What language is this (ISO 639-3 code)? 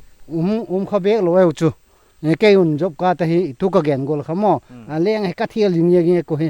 pck